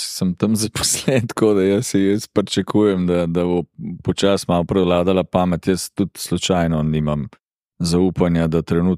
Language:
Slovenian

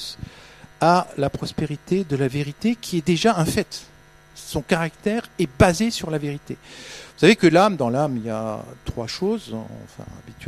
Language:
French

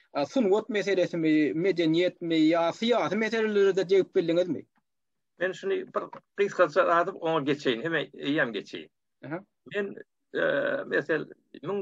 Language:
Turkmen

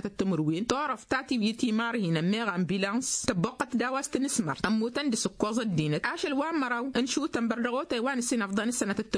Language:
Tamasheq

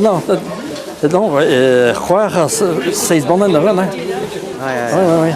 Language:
Breton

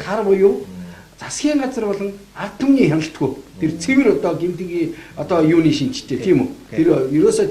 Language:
Mongolian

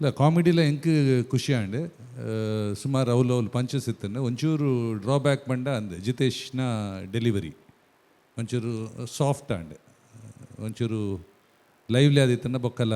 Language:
Tulu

